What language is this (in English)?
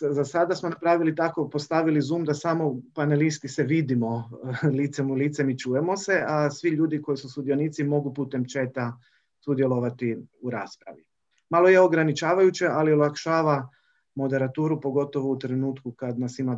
Croatian